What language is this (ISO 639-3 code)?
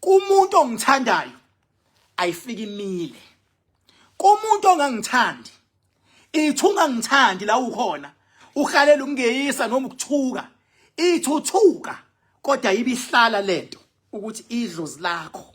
zul